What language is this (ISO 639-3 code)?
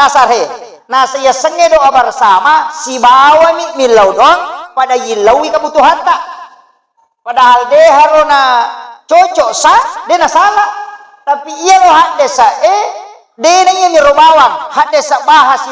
bug